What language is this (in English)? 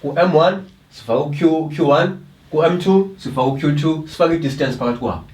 Zulu